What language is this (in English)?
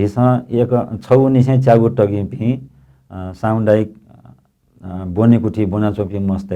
Newari